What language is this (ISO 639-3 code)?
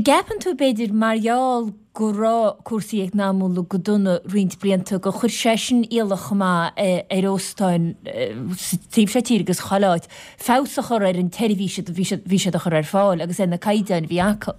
gle